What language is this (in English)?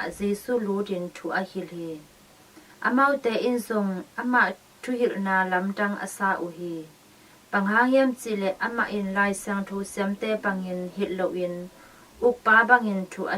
Tedim Chin